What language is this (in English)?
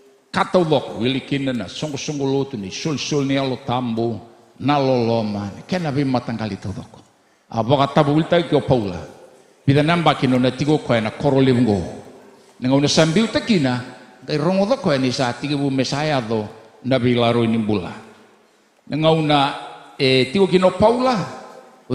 Fijian